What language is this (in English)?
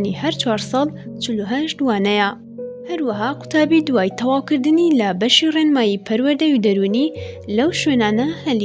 Central Kurdish